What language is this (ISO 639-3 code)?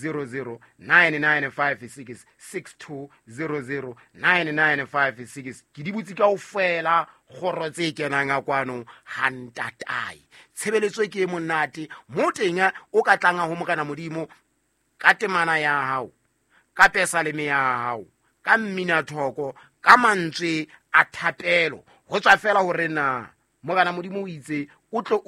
sot